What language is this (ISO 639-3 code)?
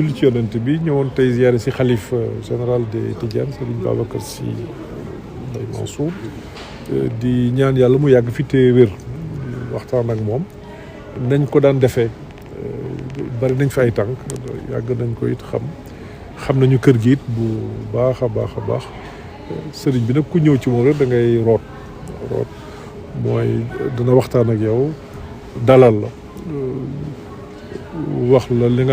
wol